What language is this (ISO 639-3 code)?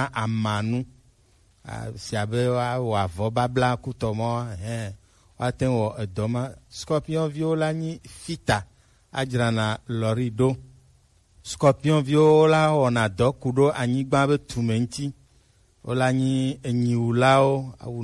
gej